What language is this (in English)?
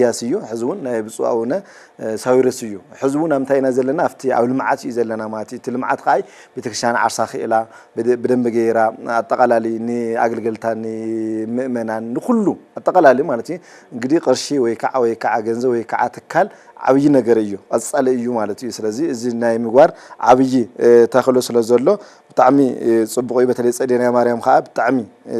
Tigrinya